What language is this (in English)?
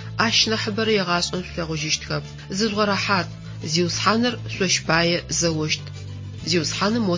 Adyghe